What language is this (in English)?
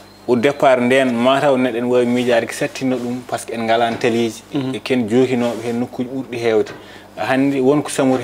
Fula